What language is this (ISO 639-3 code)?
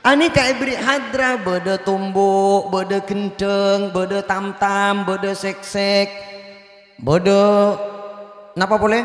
mad